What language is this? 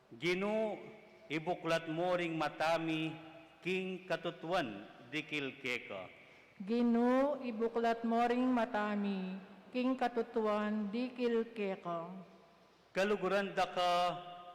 Pampanga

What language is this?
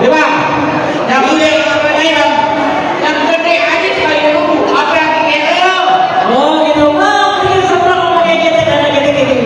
Betawi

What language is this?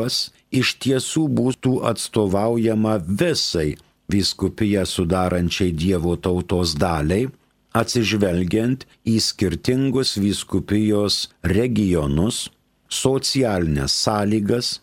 Lithuanian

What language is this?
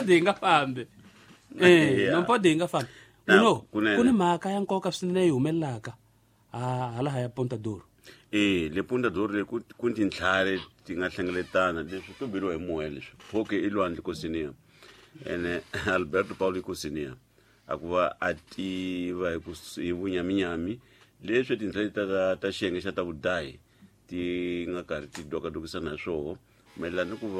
Tsonga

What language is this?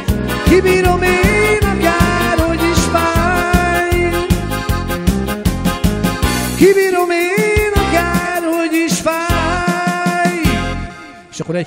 Hungarian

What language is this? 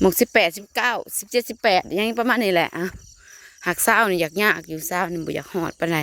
Northeastern Thai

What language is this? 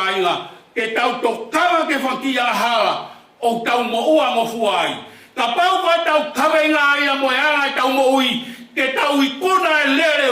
Tongan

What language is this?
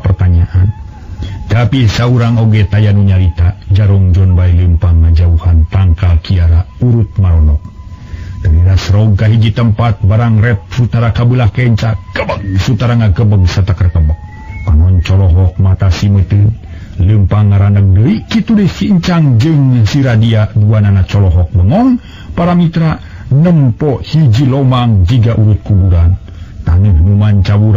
Sundanese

